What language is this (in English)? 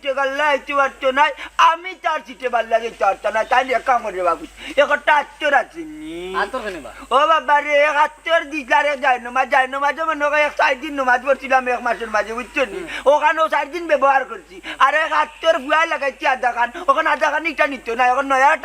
Sylheti